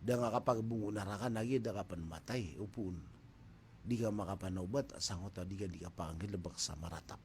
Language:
Maranao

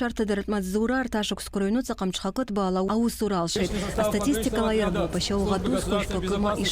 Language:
Abkhazian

